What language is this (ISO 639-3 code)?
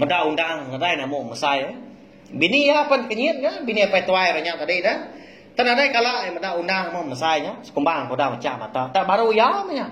iba